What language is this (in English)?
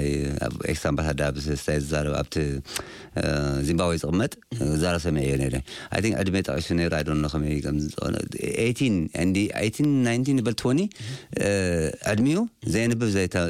Tigrinya